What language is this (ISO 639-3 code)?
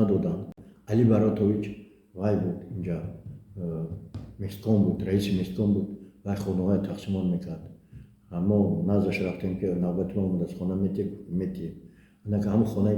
tgk